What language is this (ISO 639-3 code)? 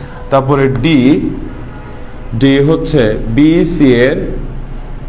ben